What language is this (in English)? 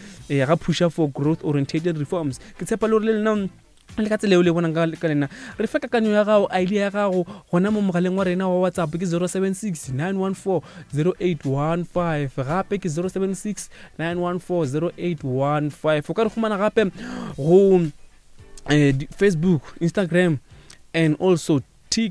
Northern Sotho